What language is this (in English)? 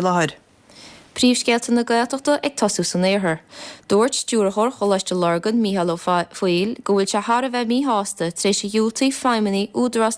Irish